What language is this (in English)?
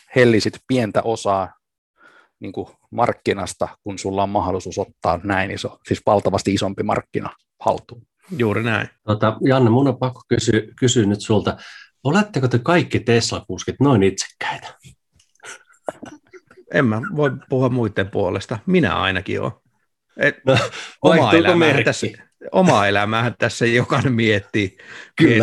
Finnish